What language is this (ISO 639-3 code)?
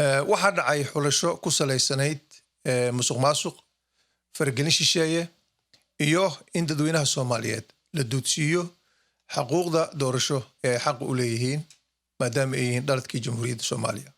som